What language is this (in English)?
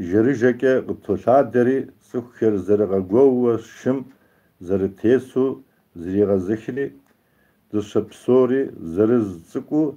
Kabardian